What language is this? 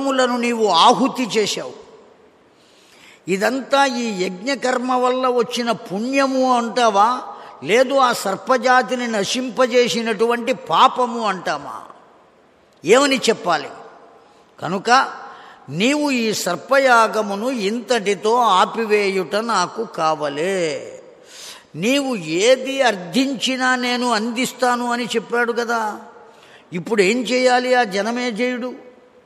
Telugu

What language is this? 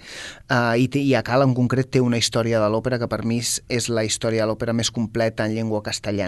Catalan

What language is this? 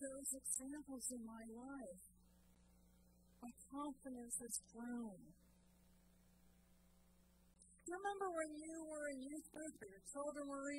English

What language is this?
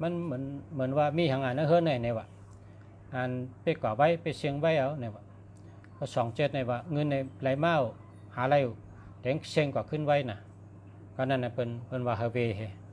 Shan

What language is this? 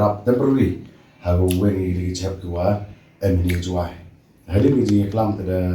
Pnar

